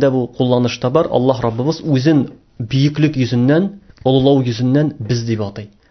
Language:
Tatar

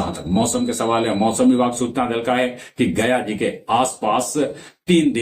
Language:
Magahi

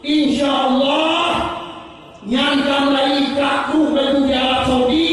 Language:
Achinese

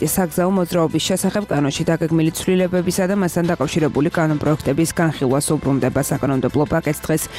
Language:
Georgian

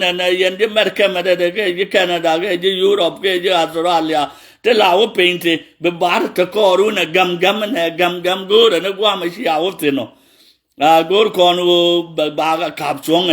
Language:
Nuer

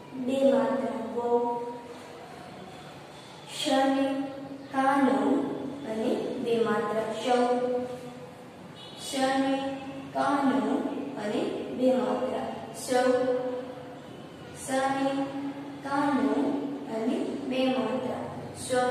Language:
Gujarati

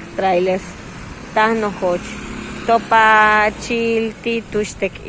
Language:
Yucateco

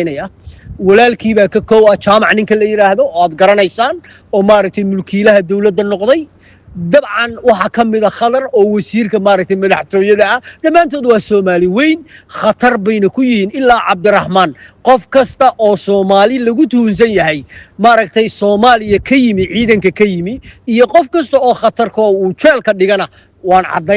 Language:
Somali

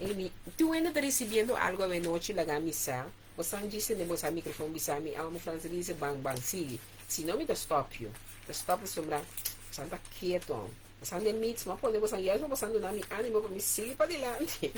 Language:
Papiamento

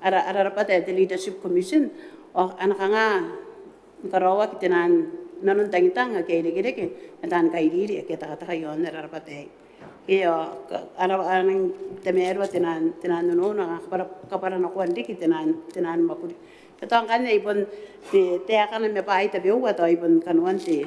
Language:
Gilbertese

